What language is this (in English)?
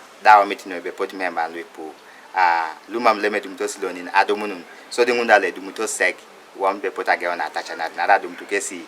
Teso